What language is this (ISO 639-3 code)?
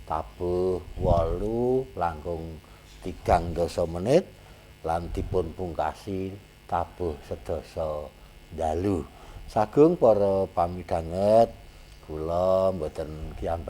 jav